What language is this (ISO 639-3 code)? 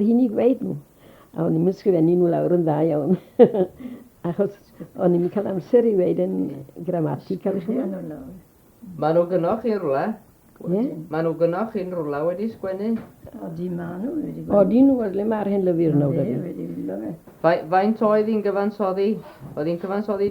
cym